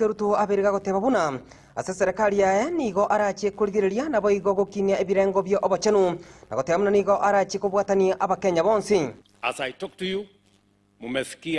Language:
Gusii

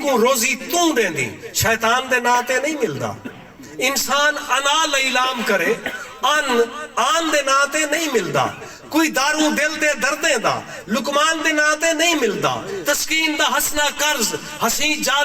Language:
Saraiki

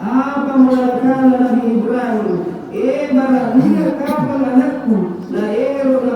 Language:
Makasar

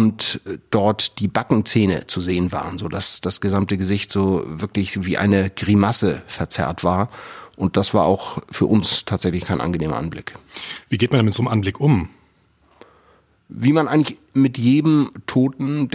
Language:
German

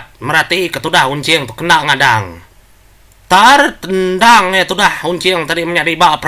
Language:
Iban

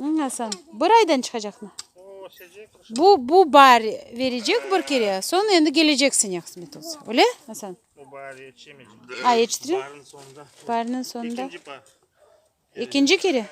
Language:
Crimean Tatar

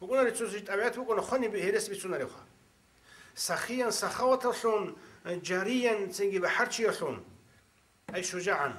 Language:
Avaric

